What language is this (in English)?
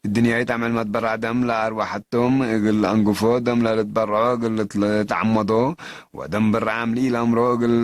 Tigre